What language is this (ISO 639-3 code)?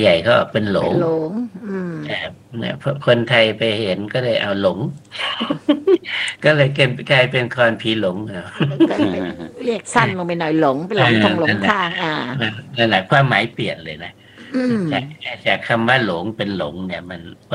tha